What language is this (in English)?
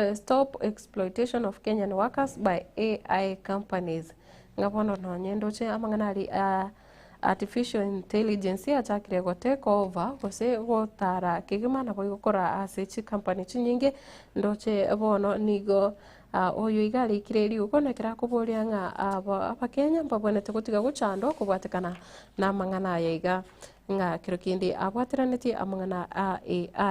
Gusii